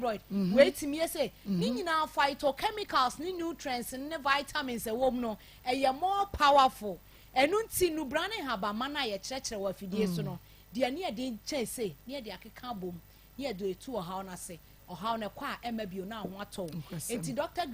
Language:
Akan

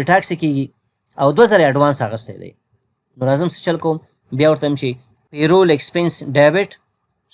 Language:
Pashto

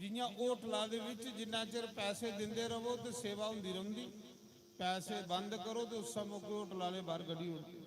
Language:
Dogri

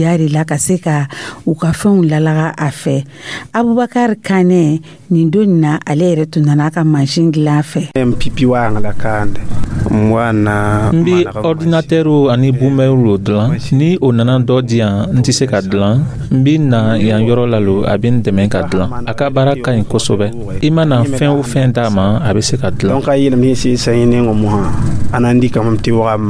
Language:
Dyula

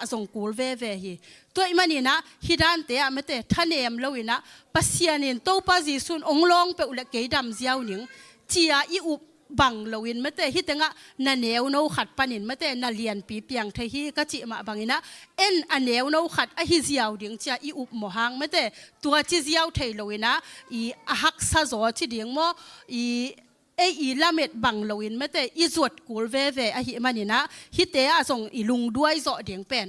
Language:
Tedim Chin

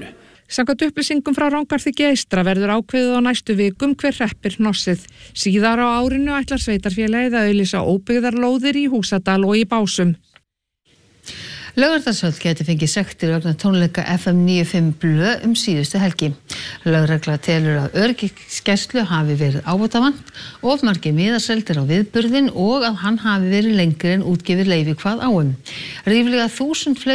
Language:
Icelandic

